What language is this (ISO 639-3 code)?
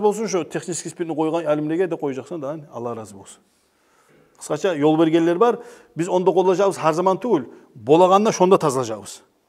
kum